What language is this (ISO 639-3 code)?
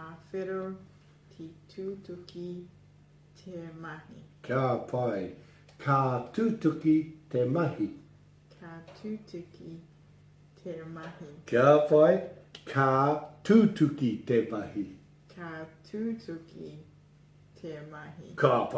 mri